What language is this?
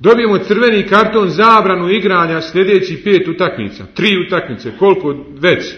Bosnian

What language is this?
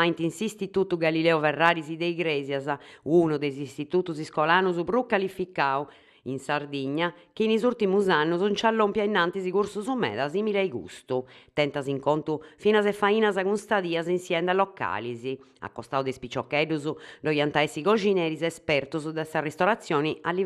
Sardinian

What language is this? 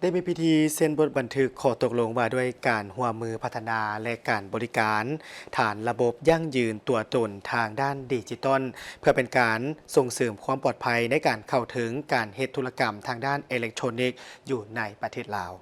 Lao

